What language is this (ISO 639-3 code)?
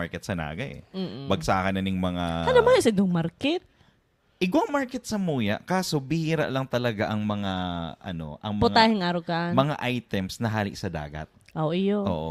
bik